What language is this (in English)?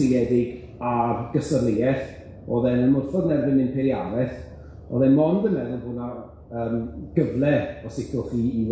Welsh